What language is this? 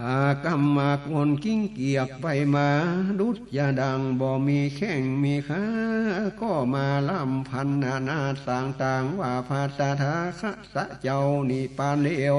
Northern Thai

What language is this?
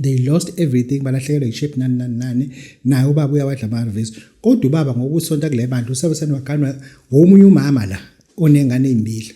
Zulu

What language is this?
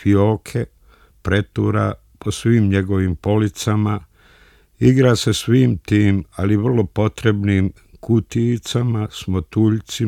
Serbian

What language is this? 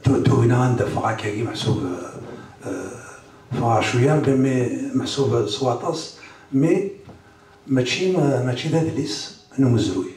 Kabyle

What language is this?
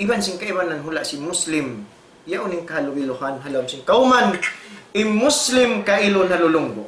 Tausug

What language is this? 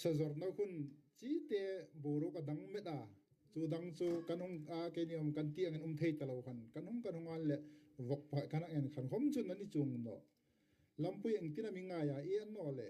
Hmar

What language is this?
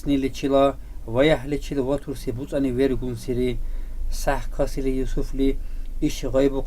Dargwa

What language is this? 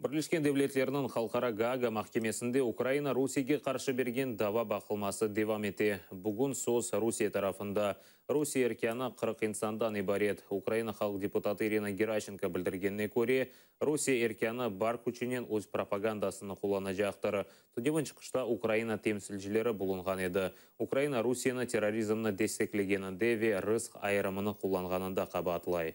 Crimean Tatar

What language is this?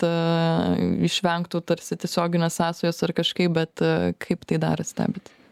Lithuanian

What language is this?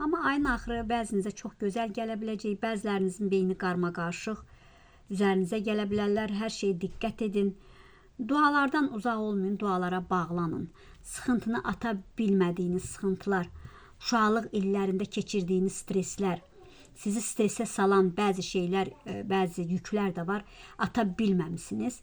Azerbaijani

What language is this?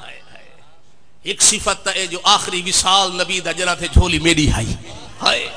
Saraiki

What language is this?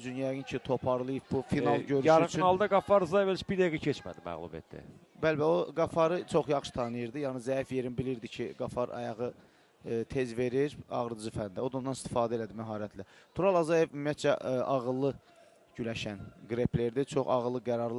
Azerbaijani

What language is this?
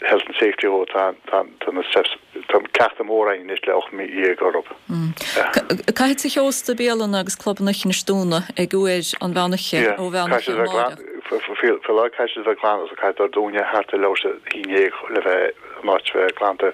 Irish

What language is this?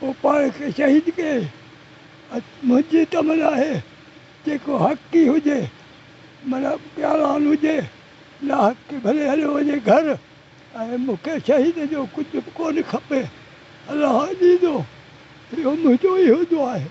Sindhi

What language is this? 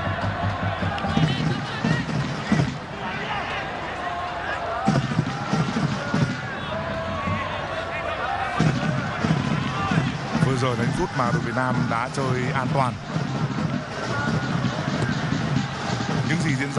Vietnamese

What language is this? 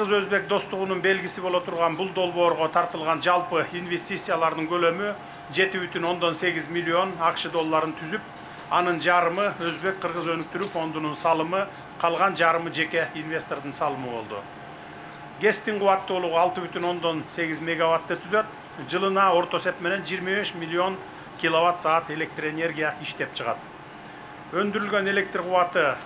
Kyrgyz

